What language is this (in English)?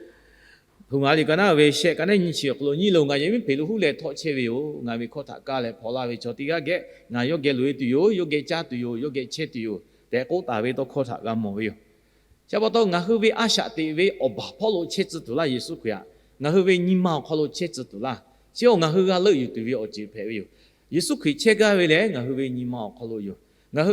Lahu